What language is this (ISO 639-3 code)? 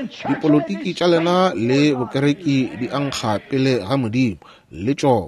nso